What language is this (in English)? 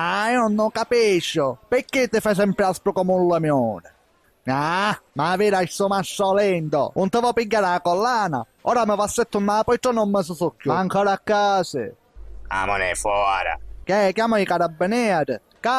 Sicilian